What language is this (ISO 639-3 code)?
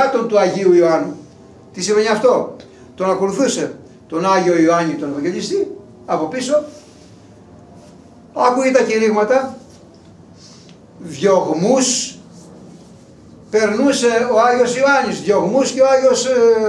ell